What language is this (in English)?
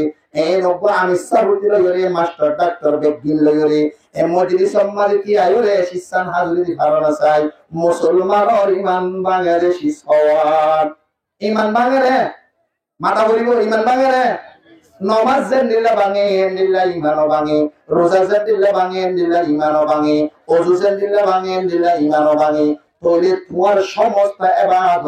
Rohingya